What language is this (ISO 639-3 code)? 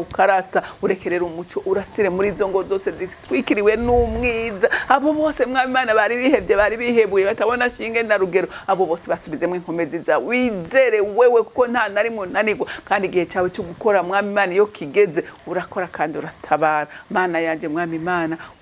run